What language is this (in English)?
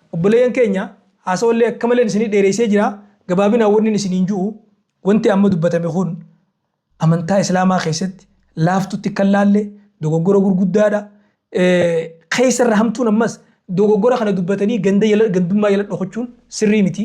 Oromo